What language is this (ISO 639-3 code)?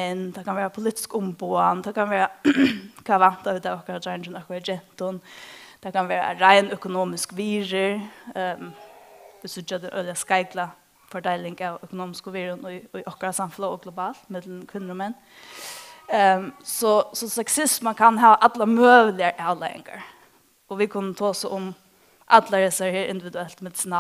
fao